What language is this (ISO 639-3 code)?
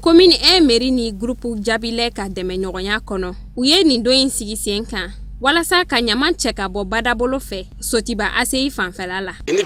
bam